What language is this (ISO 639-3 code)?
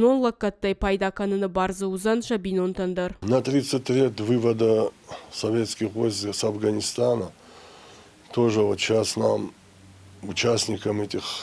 oss